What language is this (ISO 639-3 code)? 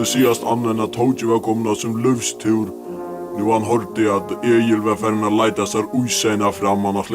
fao